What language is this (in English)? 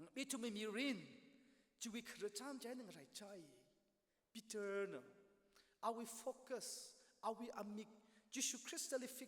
Tangkhul Naga (India)